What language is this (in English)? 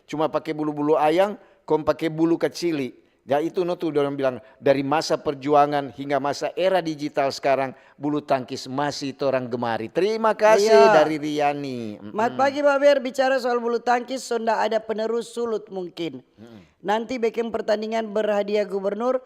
Manado Malay